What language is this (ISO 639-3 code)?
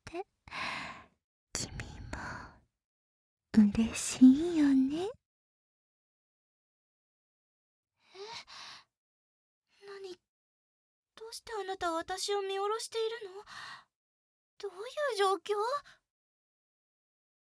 jpn